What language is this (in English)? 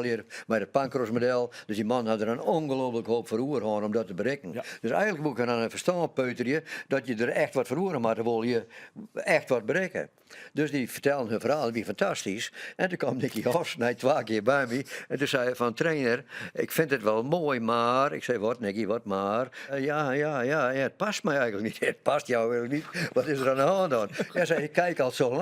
Western Frisian